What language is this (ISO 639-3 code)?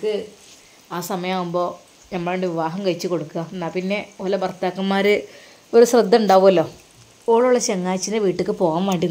mal